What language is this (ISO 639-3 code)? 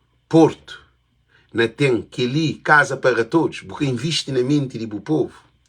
kea